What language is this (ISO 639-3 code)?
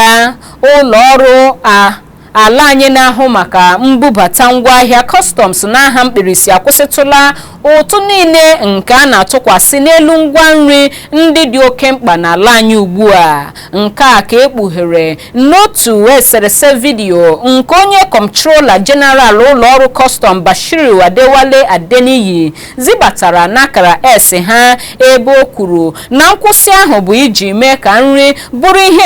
ibo